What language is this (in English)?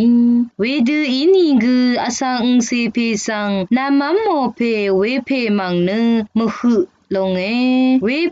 Rawang